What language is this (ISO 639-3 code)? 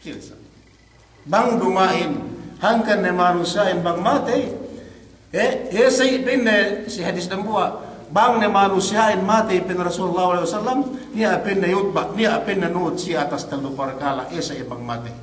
yka